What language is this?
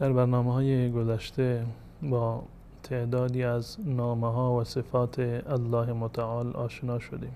Persian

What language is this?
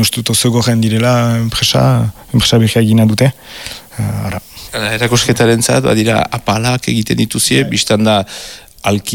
Basque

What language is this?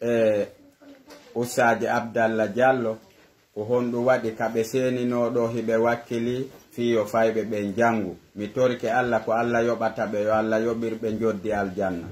Pular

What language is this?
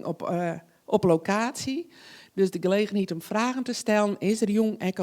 Western Frisian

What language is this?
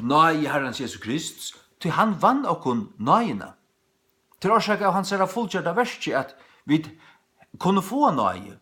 Faroese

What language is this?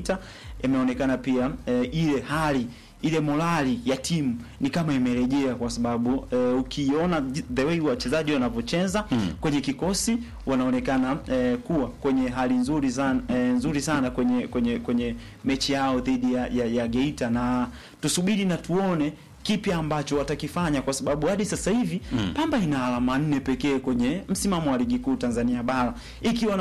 Swahili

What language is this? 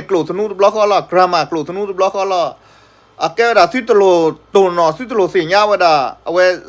S'gaw Karen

